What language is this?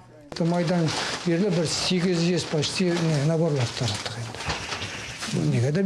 Tatar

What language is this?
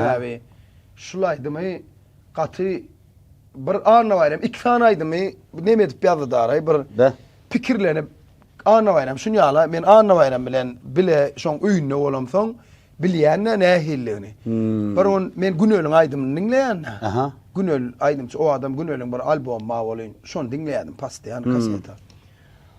Turkmen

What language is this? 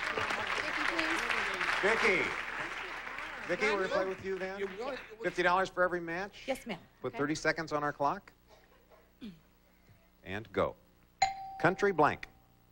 English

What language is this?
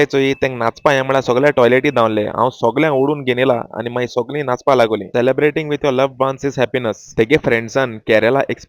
Konkani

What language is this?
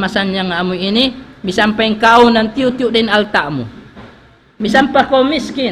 Tausug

